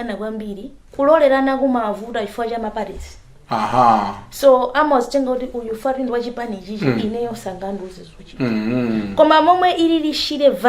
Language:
Nyanja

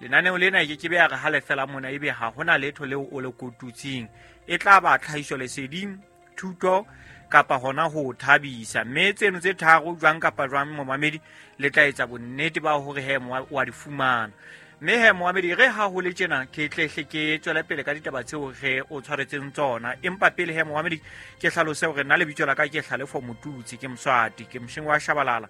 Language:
Southern Sotho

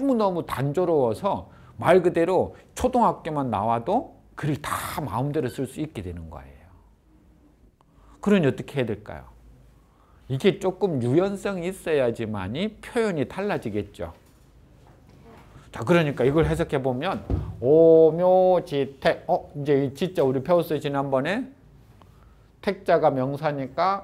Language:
Korean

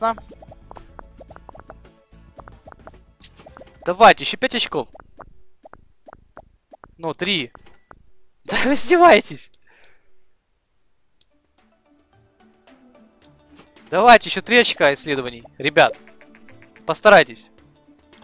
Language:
Russian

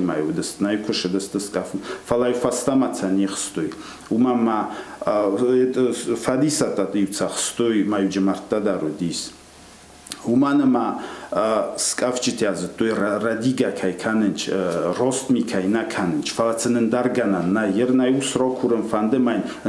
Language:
Ossetic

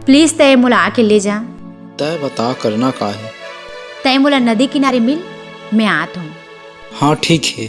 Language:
Chhattisgarhi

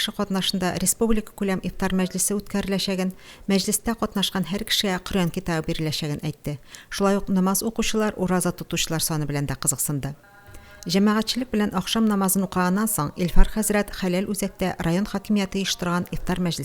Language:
Tatar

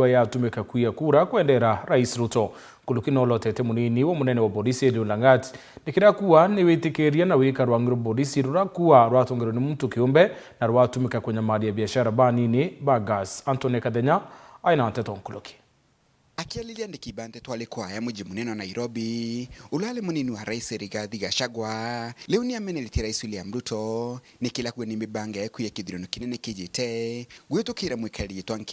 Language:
Meru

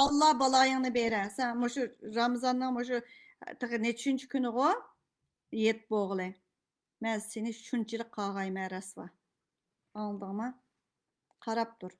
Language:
Uyghur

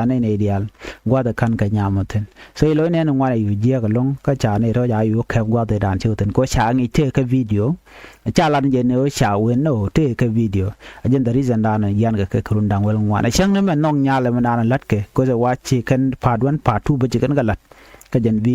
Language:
Nuer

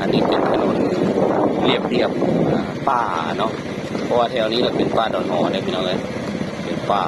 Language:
Northeastern Thai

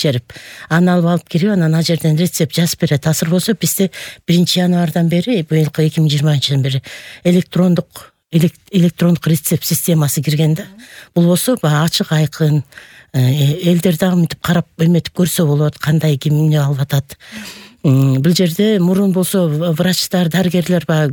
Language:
Kyrgyz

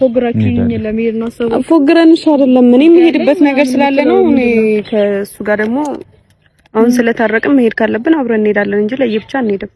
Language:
Amharic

